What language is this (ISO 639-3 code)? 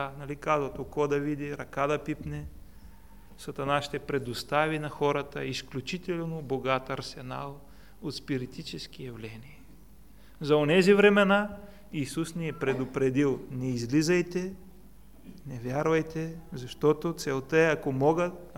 bul